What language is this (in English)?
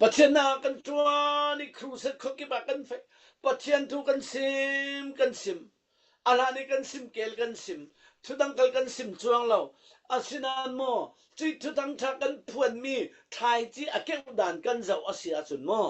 Falam Chin